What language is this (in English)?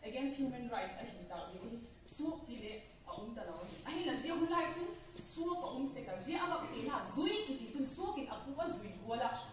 Vaiphei